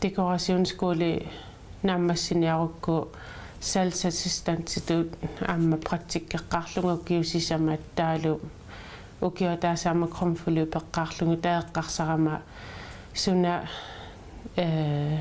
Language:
Kalaallisut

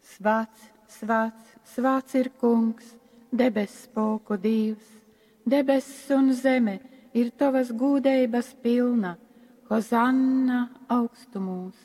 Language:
Latgalian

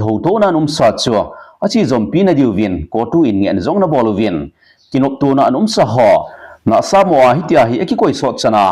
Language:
Thado Chin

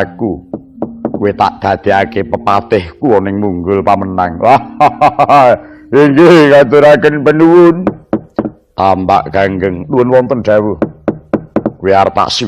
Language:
Javanese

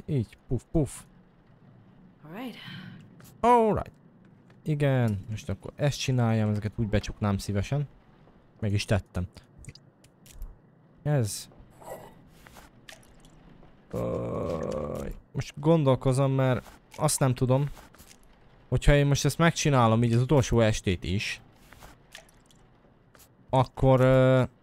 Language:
Hungarian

